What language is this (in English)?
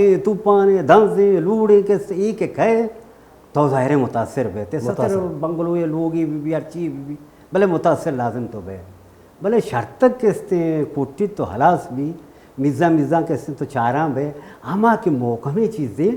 Baluchi